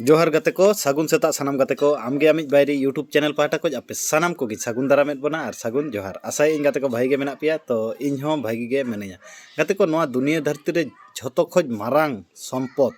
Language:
Santali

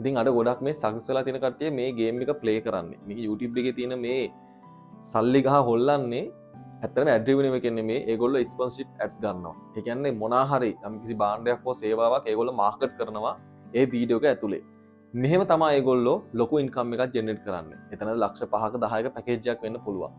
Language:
Sinhala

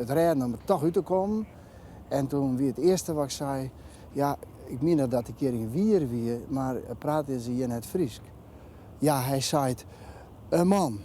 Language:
Western Frisian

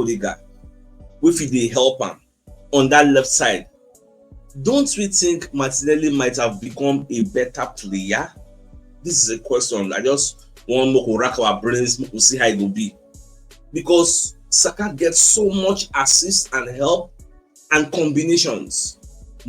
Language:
Nigerian Pidgin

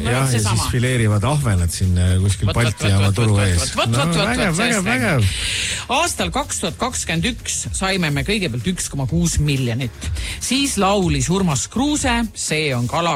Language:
Estonian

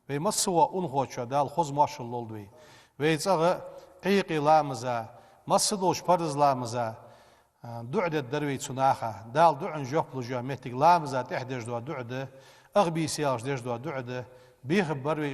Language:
Ingush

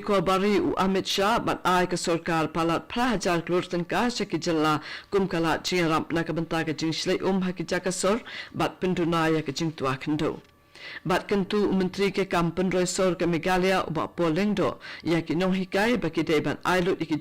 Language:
Khasi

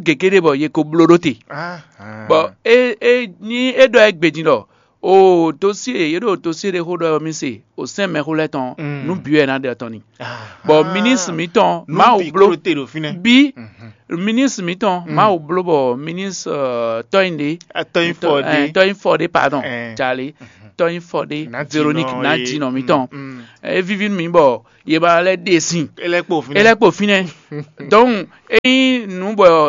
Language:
Fon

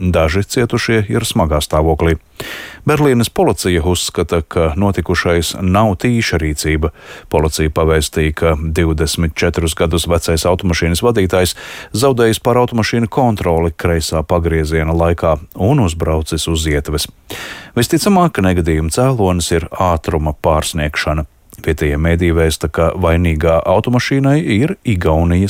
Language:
Latvian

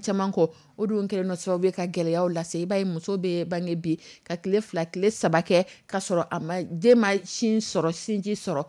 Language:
Dyula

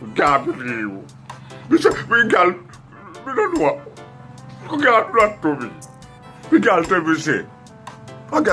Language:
Jamaican Creole English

